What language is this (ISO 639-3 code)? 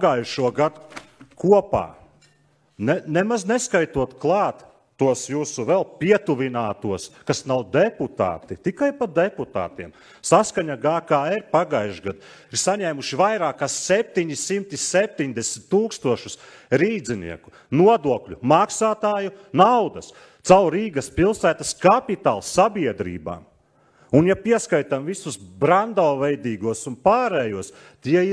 lav